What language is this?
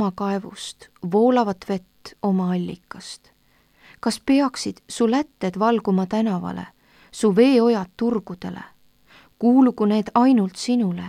Estonian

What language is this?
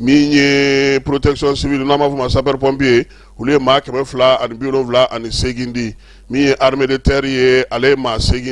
Bambara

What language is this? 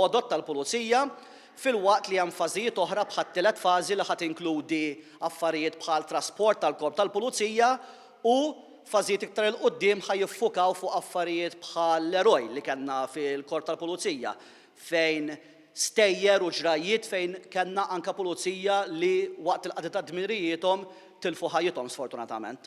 Maltese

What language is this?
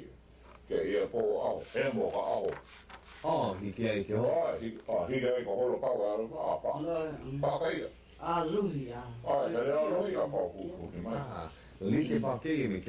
Hawaiian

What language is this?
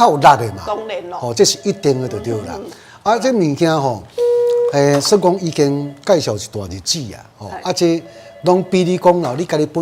Min Nan Chinese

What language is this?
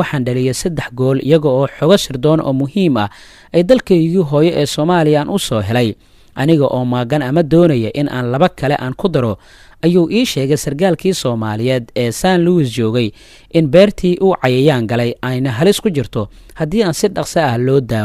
Somali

